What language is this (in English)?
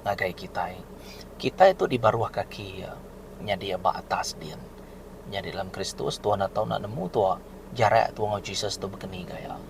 Iban